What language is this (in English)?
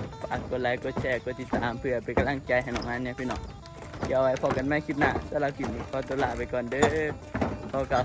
Northeastern Thai